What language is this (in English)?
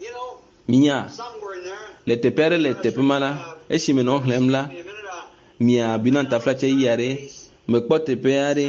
Ewe